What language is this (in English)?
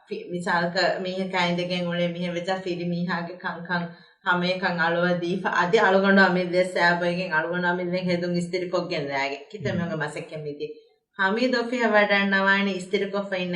Divehi